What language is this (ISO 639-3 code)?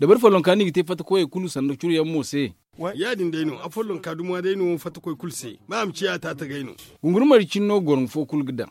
dje